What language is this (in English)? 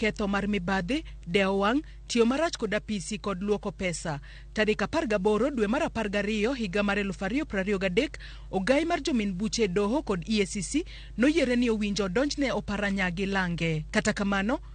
Luo (Kenya and Tanzania)